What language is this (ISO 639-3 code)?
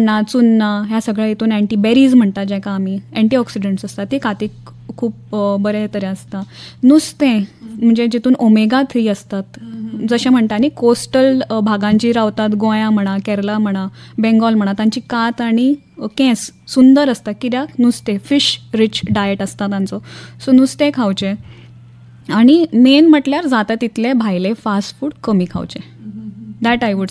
kok